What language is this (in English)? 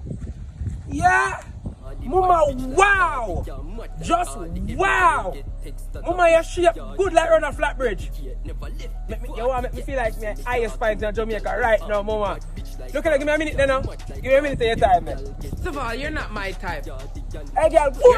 Jamaican Creole English